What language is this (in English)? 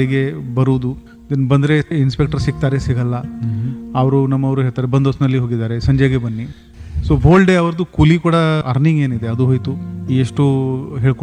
Kannada